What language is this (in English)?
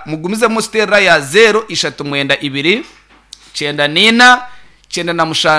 Nyankole